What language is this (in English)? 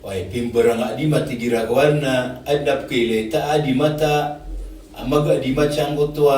Maranao